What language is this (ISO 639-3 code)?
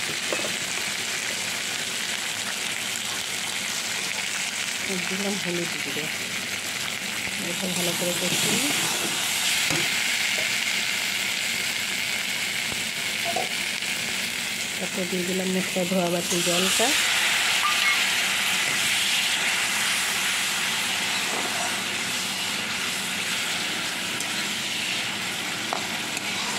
ben